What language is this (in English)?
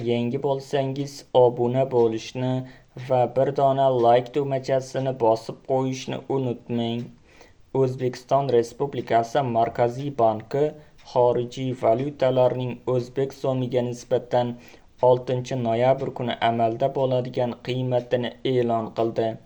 Uzbek